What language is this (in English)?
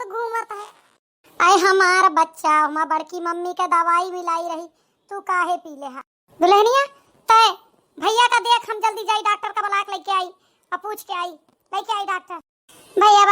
Awadhi